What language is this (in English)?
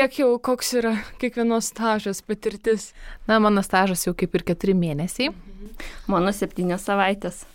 Lithuanian